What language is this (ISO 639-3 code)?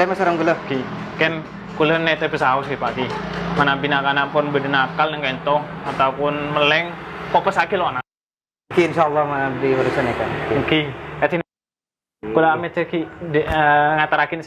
mad